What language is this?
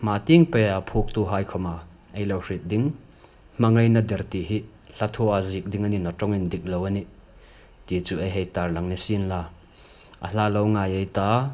Hmar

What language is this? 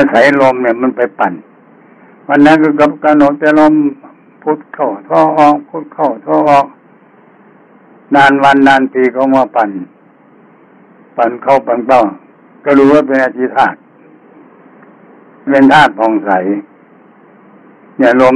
Thai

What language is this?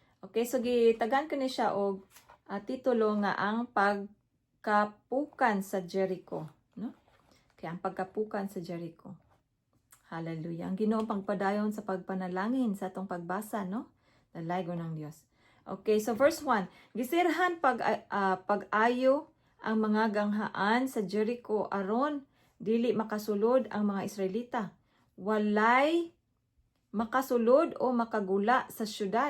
Cebuano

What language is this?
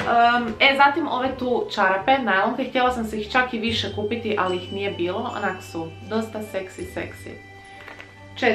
Croatian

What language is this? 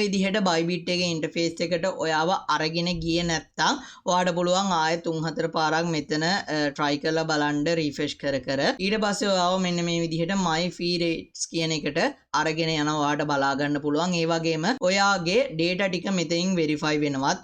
Sinhala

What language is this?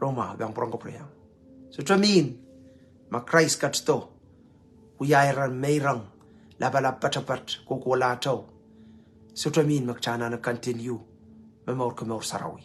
Pohnpeian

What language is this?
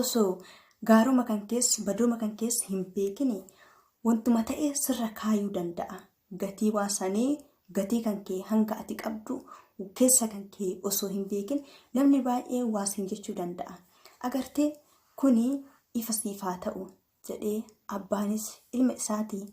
Oromo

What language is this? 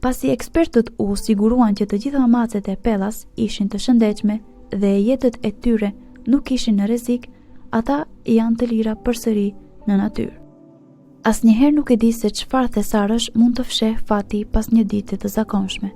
Albanian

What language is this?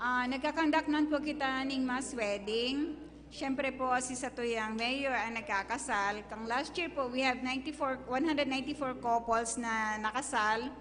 Bikol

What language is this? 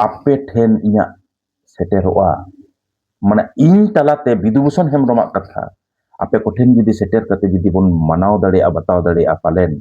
Santali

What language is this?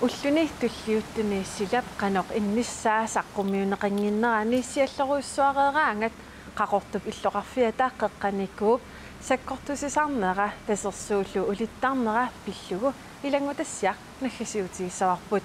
Kalaallisut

